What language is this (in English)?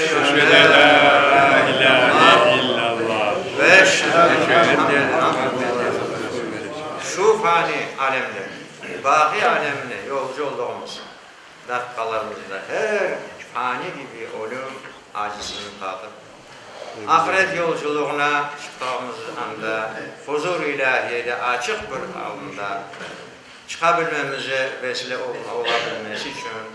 Crimean Tatar